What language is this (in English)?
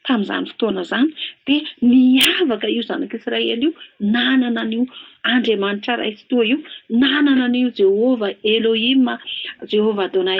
Malagasy